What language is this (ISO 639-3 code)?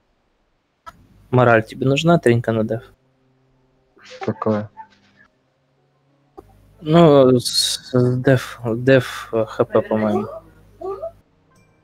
rus